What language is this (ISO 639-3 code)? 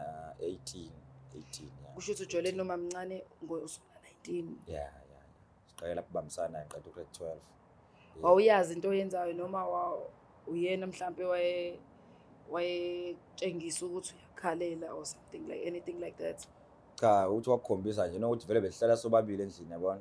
zul